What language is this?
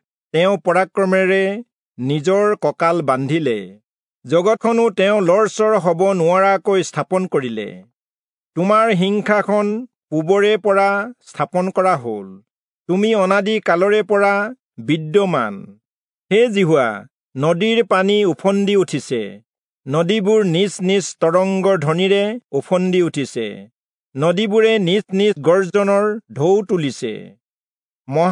Assamese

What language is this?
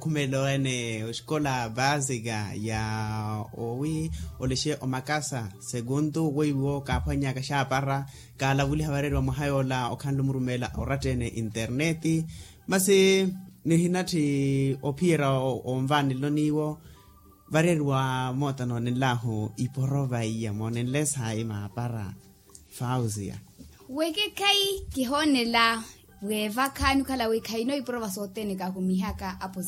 Makhuwa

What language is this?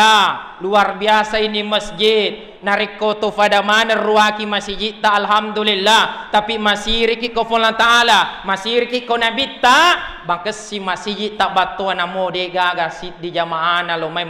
Buginese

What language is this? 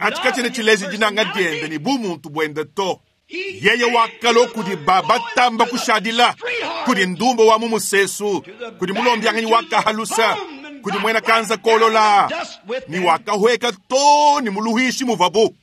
Luba-Lulua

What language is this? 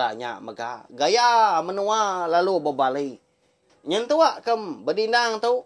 Iban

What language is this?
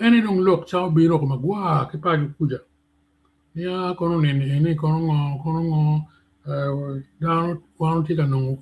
Acoli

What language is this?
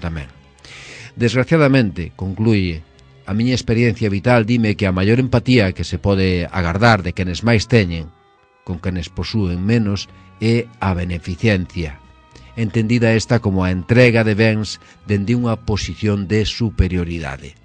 Galician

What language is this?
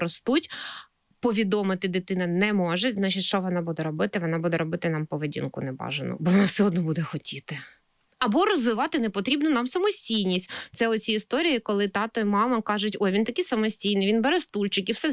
Ukrainian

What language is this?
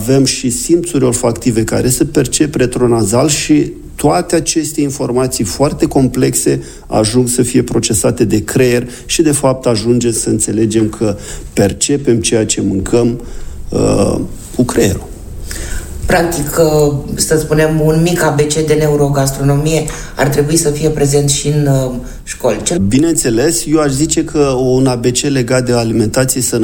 Romanian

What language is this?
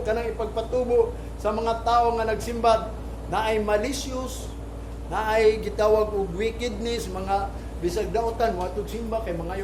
Cebuano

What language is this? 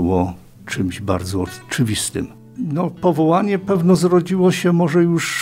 Polish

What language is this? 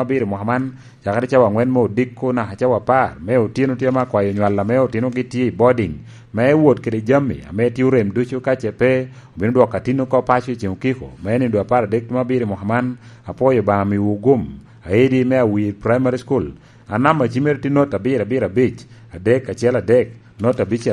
Lango (Uganda)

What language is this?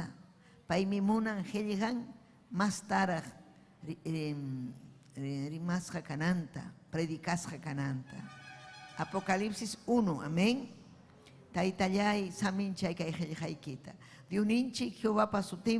Ayacucho Quechua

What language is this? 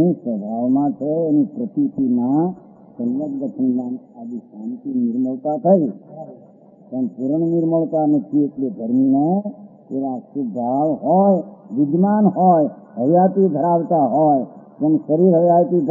Gujarati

